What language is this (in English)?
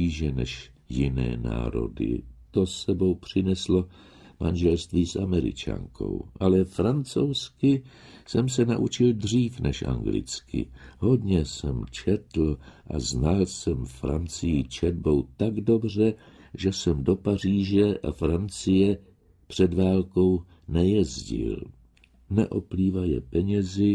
Czech